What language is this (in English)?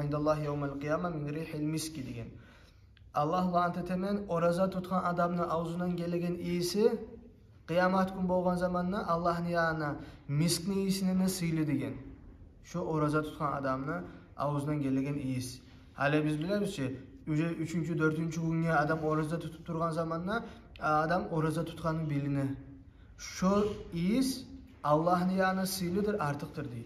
Kumyk